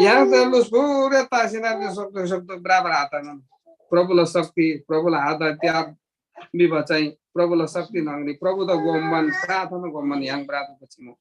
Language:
Eastern Tamang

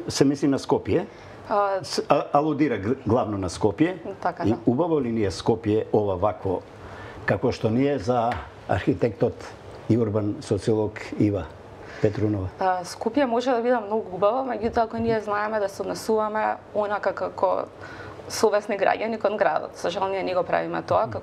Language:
Macedonian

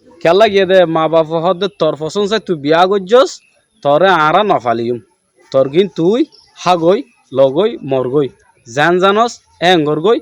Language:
Rohingya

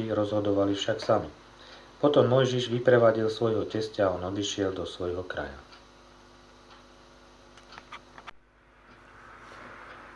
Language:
Slovak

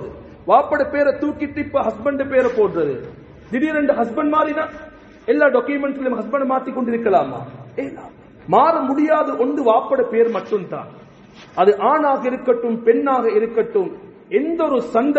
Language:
Tamil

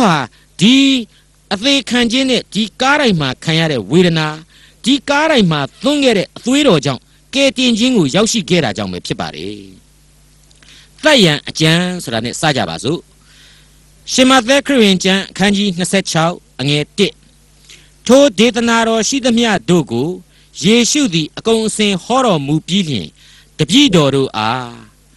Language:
Burmese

